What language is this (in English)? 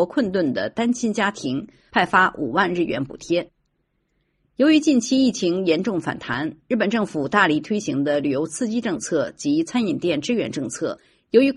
Chinese